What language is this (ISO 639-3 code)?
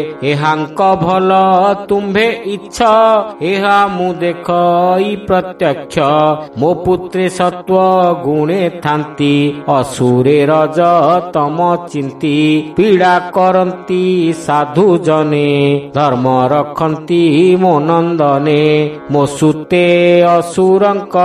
ori